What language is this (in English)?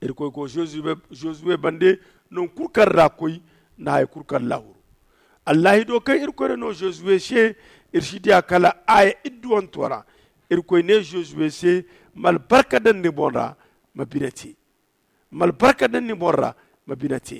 Zarma